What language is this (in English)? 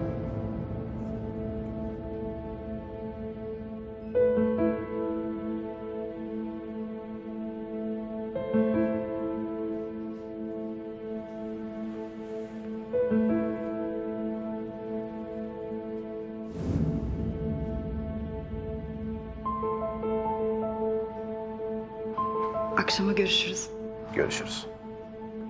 Turkish